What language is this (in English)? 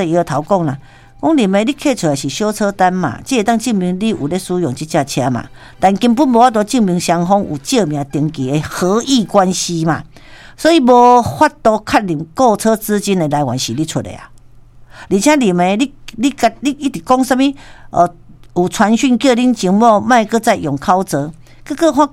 Min Nan Chinese